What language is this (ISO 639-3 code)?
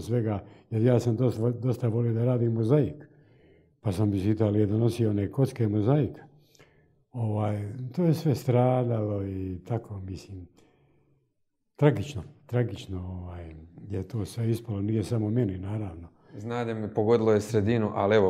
hrv